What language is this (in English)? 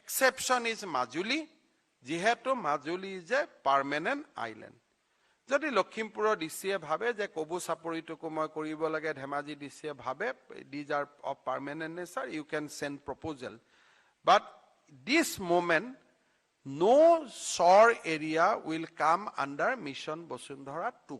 Assamese